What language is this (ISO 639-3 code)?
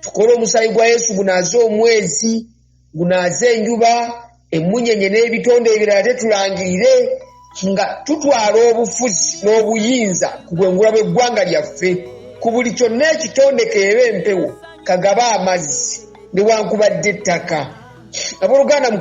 lug